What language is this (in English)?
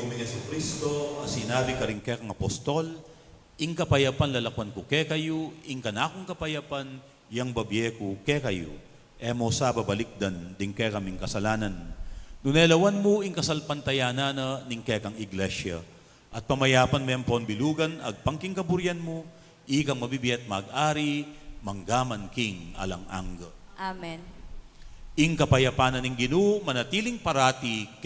Pampanga